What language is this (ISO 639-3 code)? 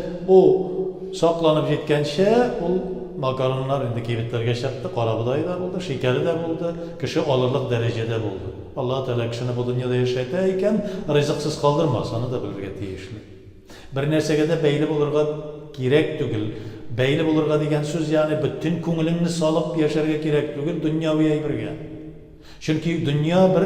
tat